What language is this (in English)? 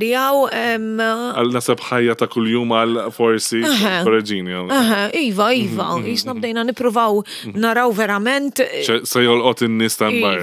Maltese